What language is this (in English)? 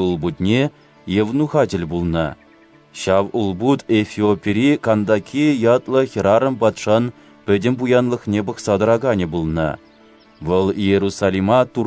Chuvash